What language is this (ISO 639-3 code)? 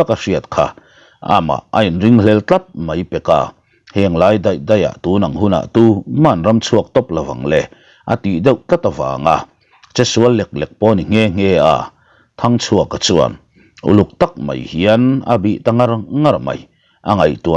lus